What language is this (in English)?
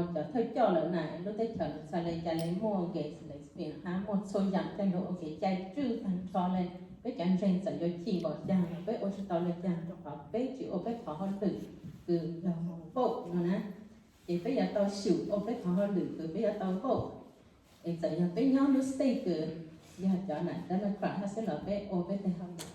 Hmong